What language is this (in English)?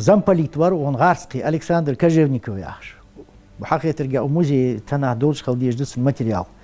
Ingush